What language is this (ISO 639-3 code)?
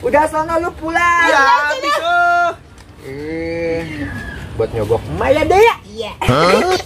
bew